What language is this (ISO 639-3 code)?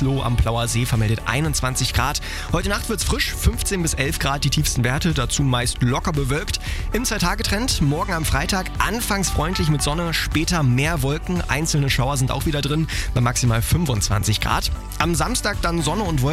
deu